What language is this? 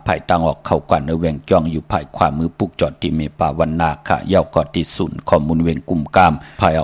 Shan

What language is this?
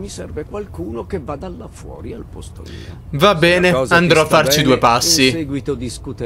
Italian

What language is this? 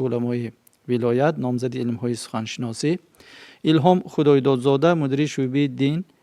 Tajik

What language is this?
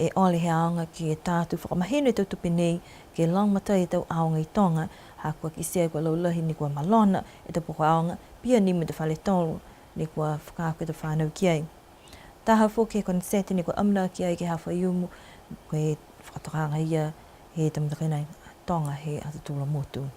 Niuean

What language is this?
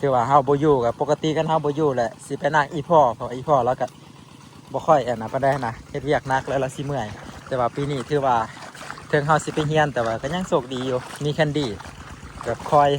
Lao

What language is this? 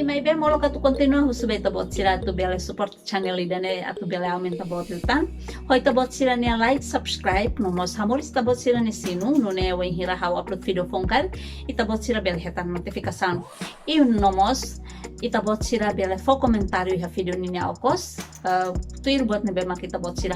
Tetum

